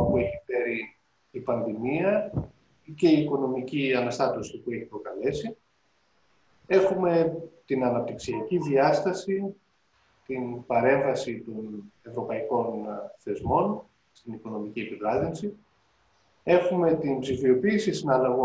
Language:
Greek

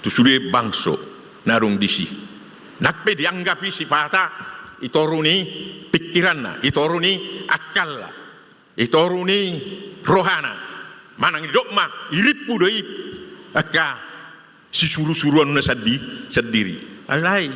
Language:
Batak Toba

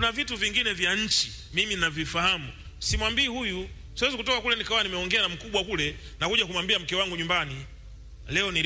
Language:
Swahili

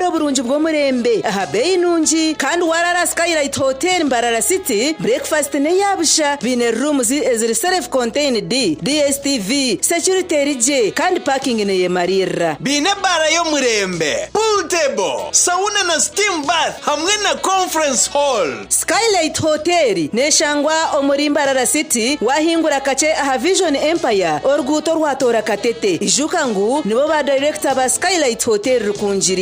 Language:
Nyankole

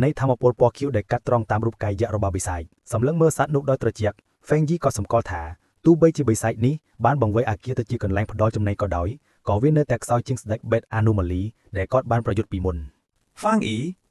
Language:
Khmer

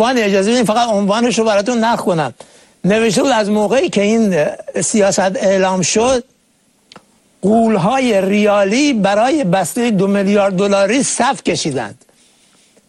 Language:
Persian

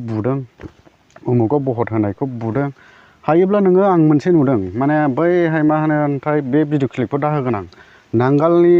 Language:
Bodo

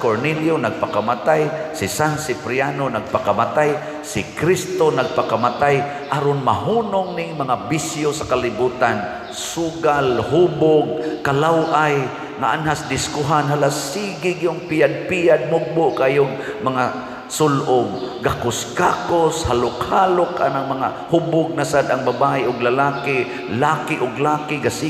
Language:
Cebuano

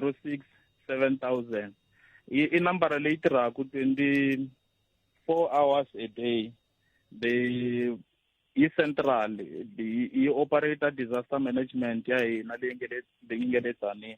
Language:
Tsonga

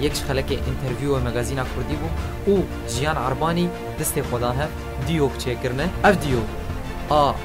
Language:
Kurdish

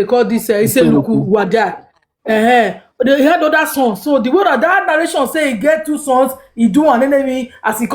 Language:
Nigerian Pidgin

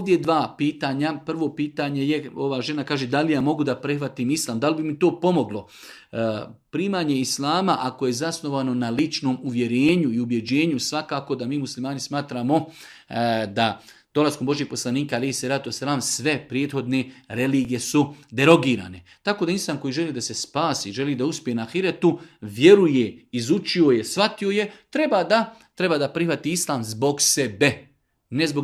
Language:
Bosnian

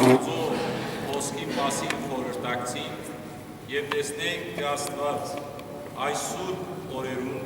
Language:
Western Armenian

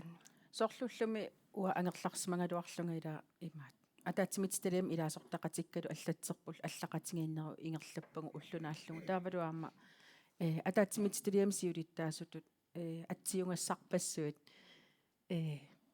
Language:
Kalaallisut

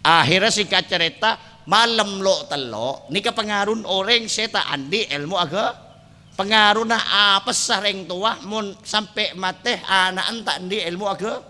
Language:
Madurese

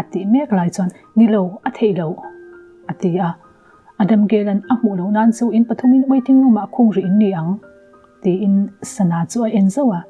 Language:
Mizo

